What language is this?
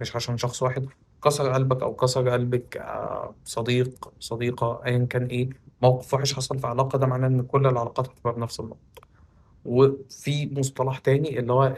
Egyptian Arabic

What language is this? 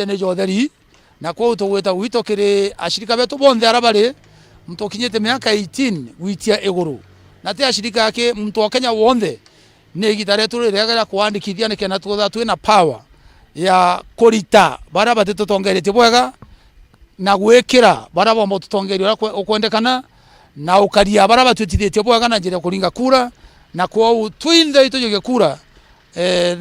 Meru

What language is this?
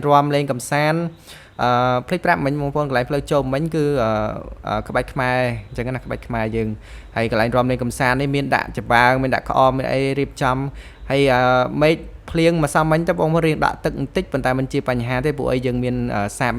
Khmer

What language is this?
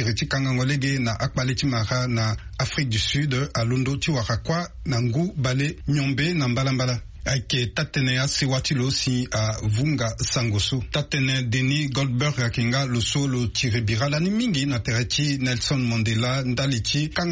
Sango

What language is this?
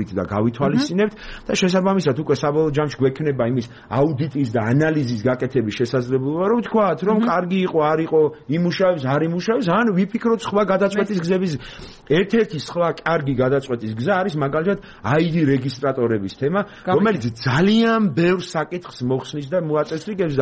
Georgian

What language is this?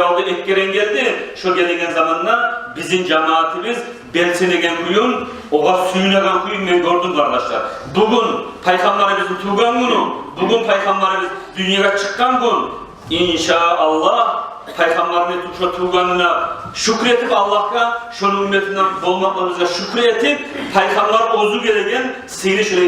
Kumyk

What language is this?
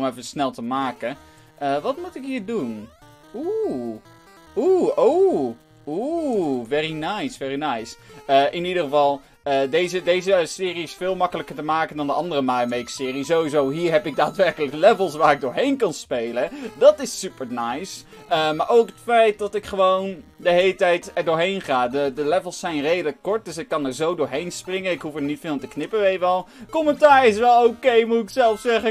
Dutch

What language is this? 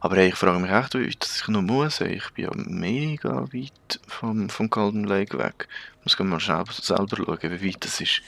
Swiss German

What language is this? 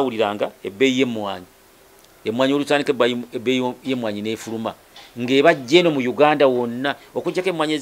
Ganda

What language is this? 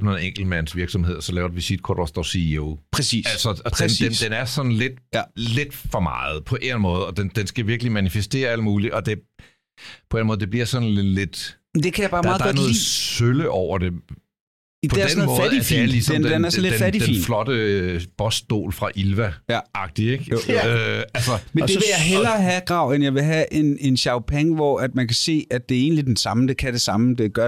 Danish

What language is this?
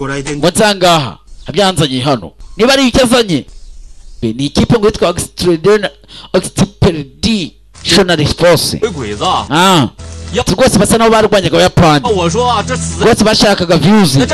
Kinyarwanda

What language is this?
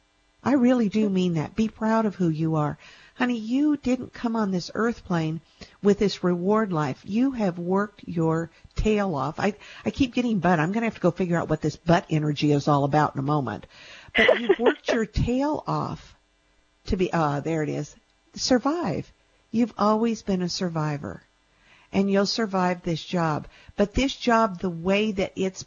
English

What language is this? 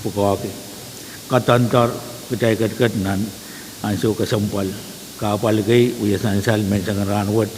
Pohnpeian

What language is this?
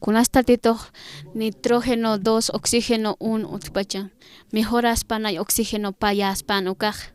Aymara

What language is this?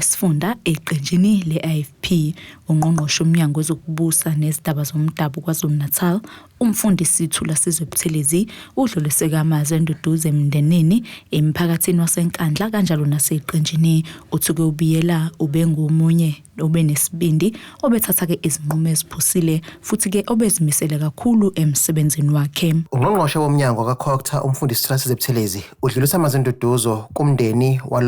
Zulu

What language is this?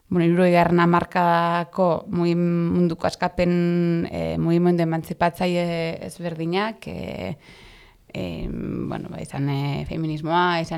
Basque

